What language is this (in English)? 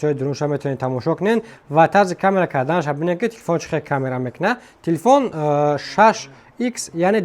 Tajik